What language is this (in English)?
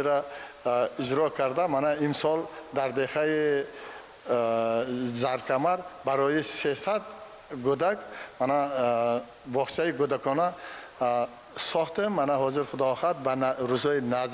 Tajik